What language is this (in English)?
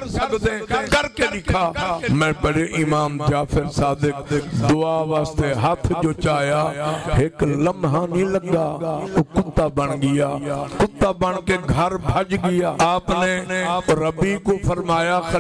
Saraiki